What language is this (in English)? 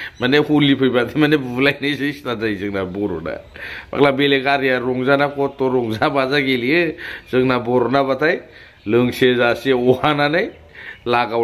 Bodo